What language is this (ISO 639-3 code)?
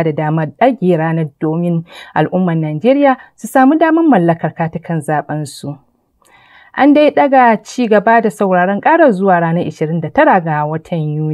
hau